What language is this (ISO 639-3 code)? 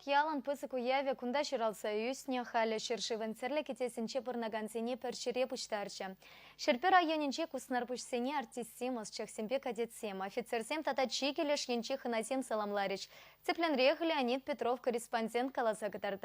chv